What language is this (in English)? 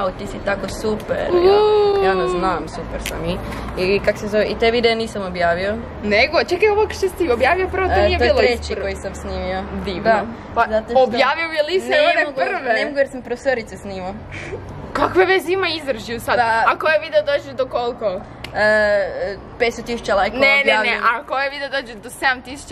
Croatian